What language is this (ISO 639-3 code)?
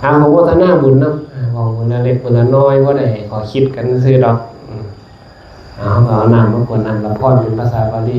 tts